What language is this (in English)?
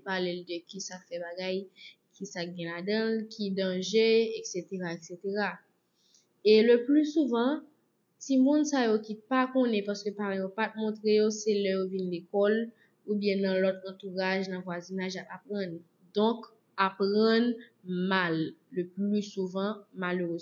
Haitian Creole